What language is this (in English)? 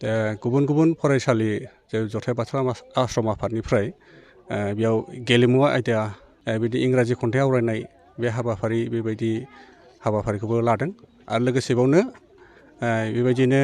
Bodo